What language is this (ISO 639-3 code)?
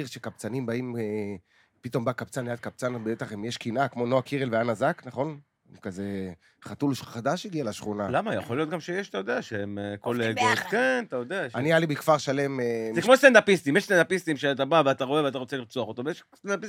heb